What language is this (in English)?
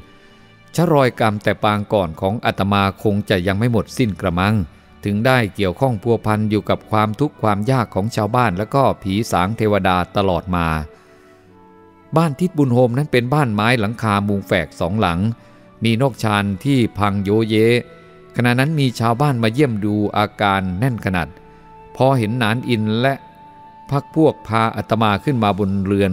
Thai